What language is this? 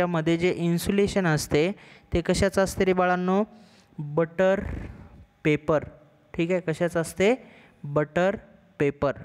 Marathi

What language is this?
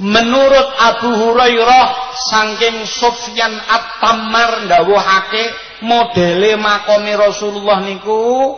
Javanese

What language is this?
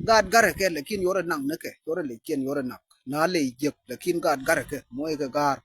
Nuer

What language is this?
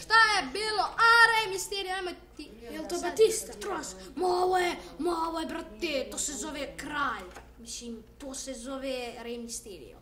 Bosnian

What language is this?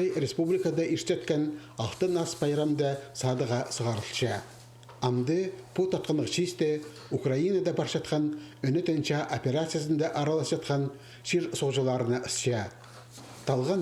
Khakas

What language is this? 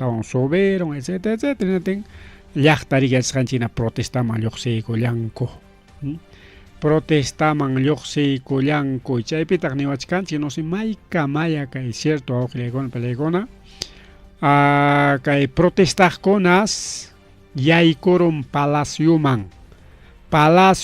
Ayacucho Quechua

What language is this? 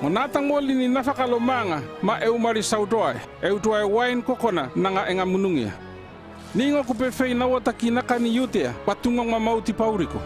North Efate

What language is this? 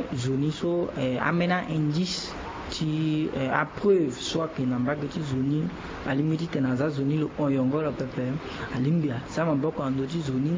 Sango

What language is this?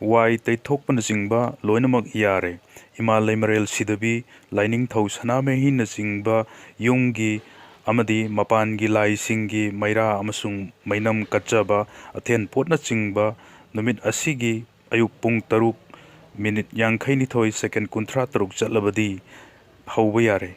Manipuri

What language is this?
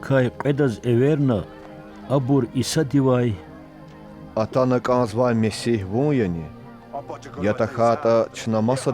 Lezghian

